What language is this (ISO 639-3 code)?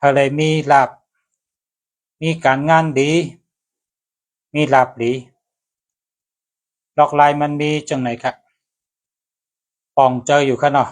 shn